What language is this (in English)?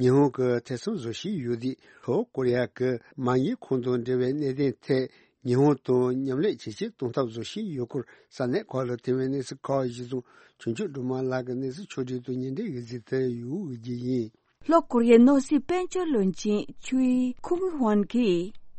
Tibetan